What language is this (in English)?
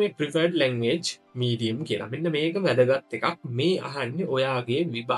Sinhala